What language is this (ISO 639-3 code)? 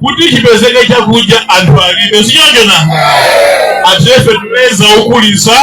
nya